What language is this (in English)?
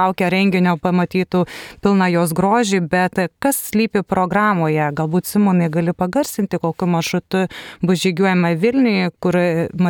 Lithuanian